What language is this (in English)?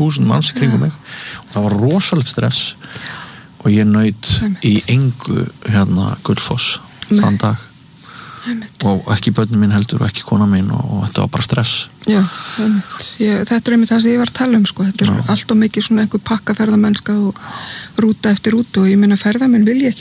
Icelandic